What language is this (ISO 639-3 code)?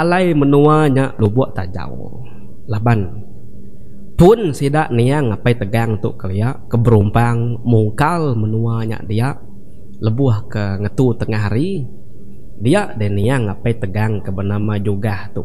iba